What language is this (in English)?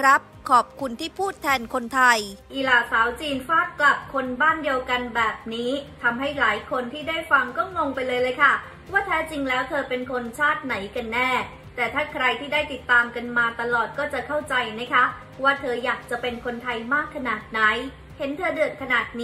Thai